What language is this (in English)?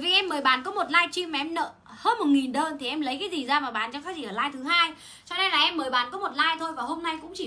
Vietnamese